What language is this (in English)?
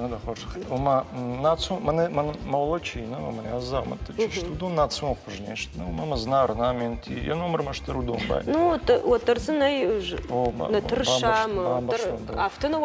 Ossetic